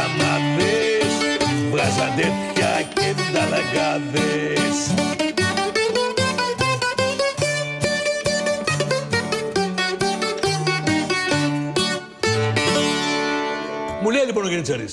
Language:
Greek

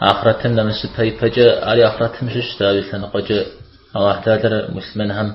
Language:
Kabardian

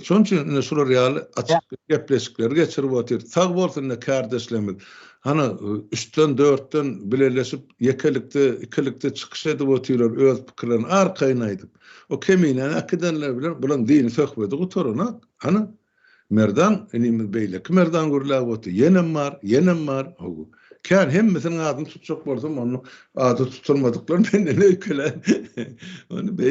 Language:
Turkmen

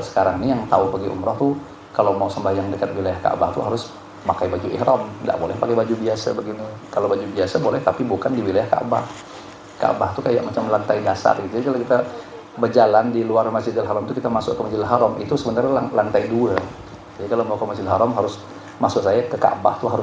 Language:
Banjar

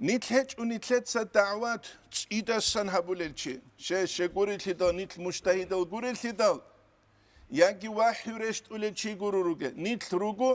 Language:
Avaric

